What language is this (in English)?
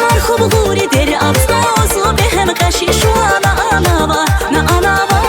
Tabassaran